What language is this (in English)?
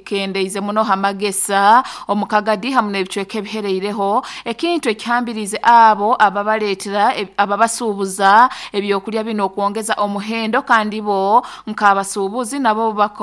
Nyoro